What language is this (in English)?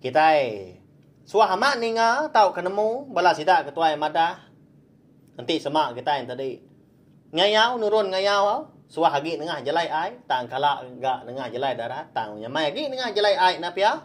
Iban